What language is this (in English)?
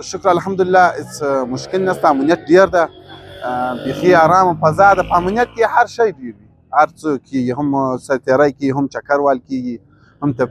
Pashto